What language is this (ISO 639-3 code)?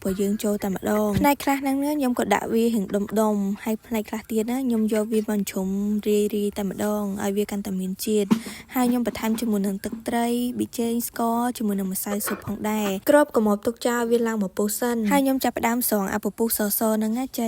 khm